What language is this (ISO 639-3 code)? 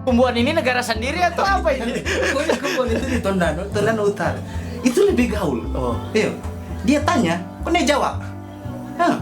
xmm